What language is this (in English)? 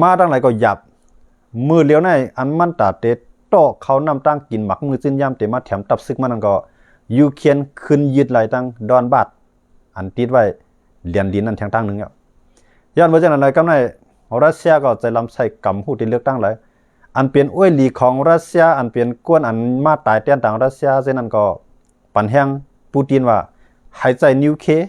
Shan